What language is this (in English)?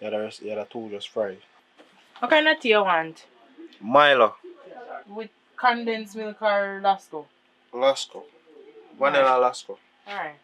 Jamaican Creole English